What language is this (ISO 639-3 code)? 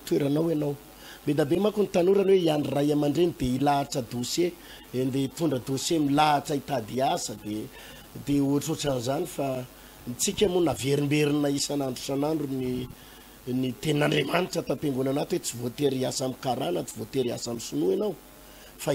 mlg